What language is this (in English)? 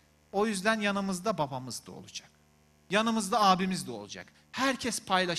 Turkish